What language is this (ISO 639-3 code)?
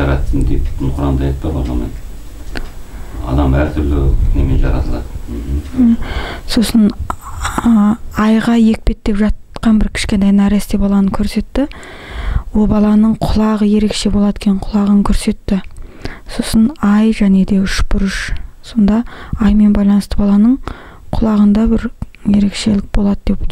kaz